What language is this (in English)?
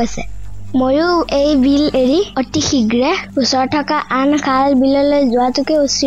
Assamese